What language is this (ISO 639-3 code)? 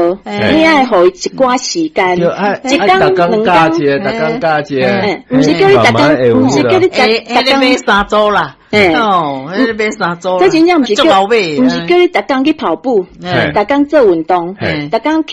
nan